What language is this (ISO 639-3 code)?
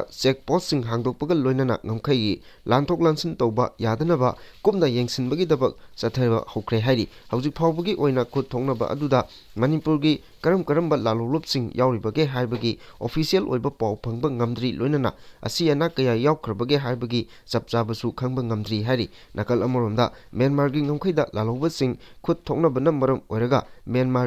mni